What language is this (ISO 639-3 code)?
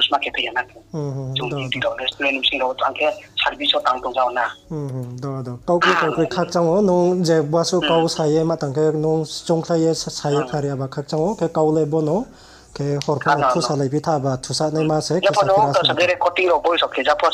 ria